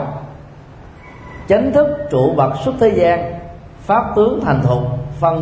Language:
Vietnamese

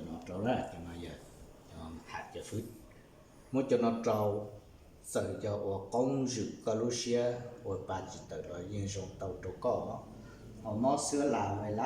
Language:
Hmong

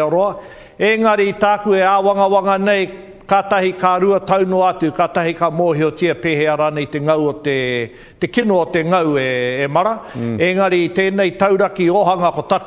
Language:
Māori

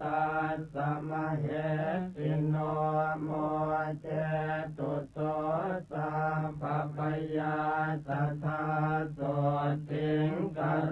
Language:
Pali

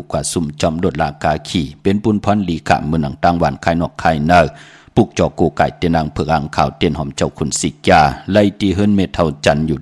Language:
Shan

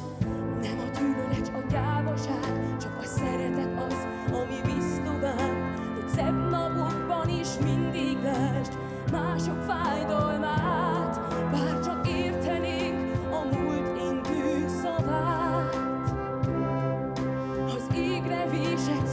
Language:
Hungarian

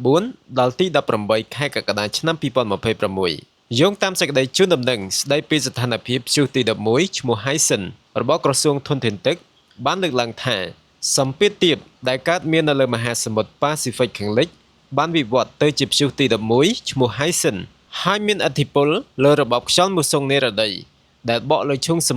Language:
Khmer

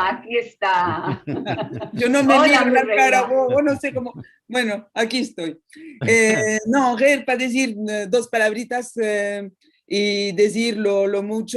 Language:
Ladino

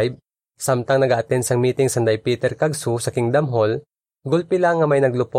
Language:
Hiligaynon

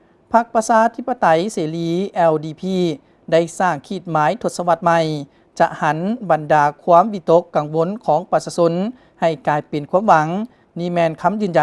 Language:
Lao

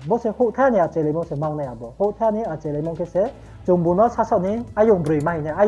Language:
Riang (India)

